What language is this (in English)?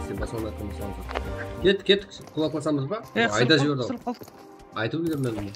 Kara-Kalpak